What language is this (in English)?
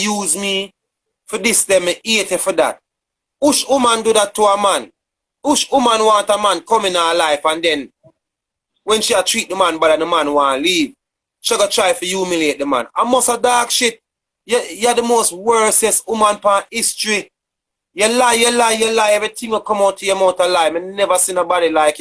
Jamaican Creole English